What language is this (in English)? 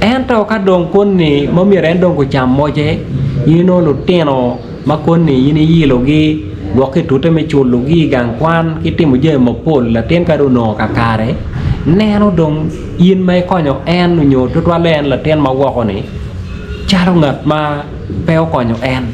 Acoli